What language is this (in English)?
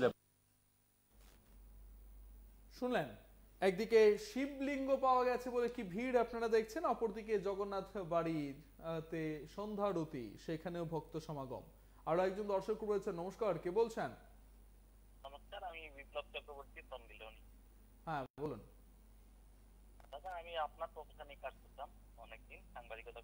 Bangla